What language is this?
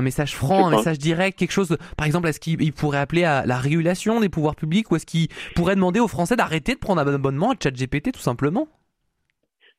French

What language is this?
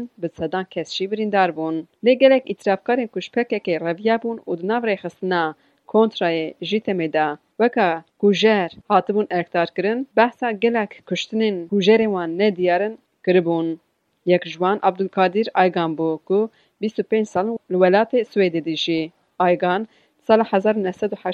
Kurdish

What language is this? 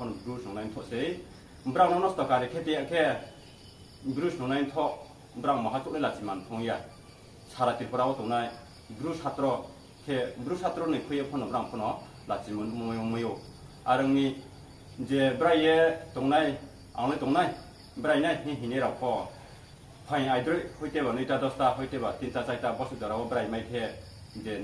Riang (India)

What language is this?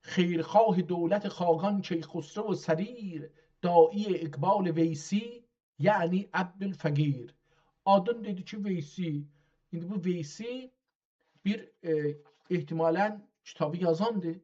South Azerbaijani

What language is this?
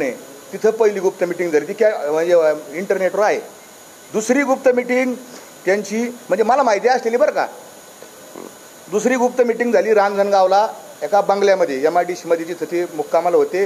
Marathi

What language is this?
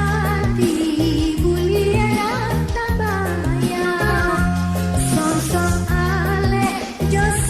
Minangkabau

